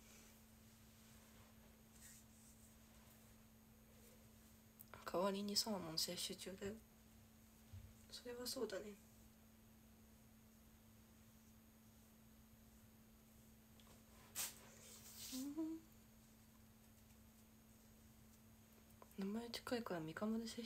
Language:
Japanese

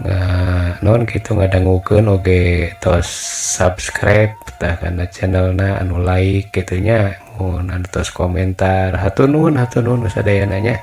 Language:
Sundanese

